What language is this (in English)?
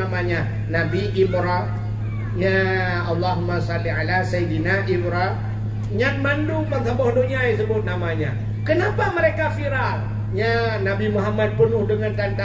Achinese